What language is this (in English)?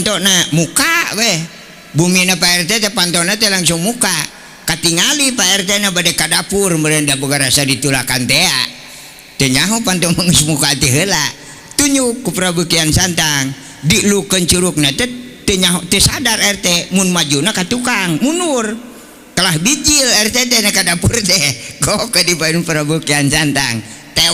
Sundanese